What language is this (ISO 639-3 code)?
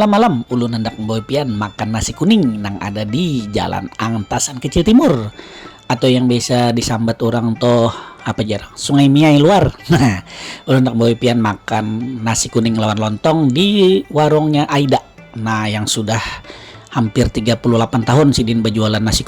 bjn